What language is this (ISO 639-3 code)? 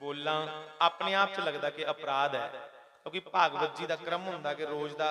doi